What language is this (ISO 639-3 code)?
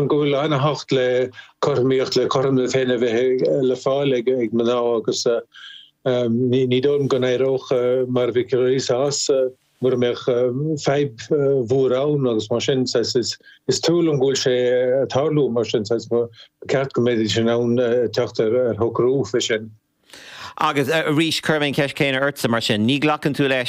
gle